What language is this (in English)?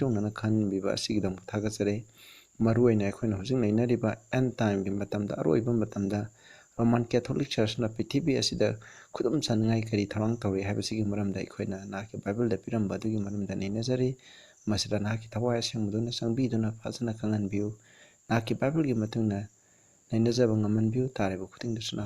Manipuri